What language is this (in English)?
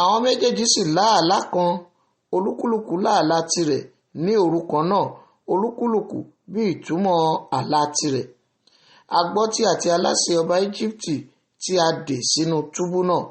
Yoruba